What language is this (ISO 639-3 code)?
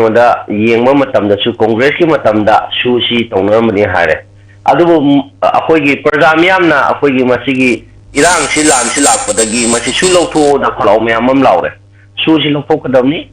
mni